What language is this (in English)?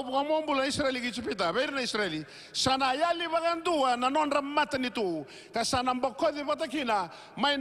Fijian